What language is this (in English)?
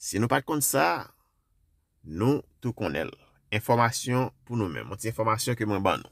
Haitian Creole